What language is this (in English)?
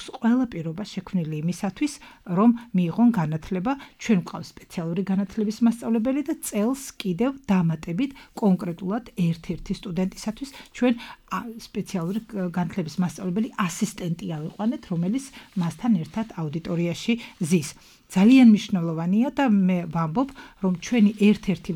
Georgian